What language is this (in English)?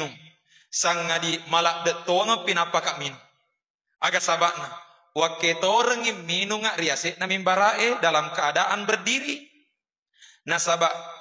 Buginese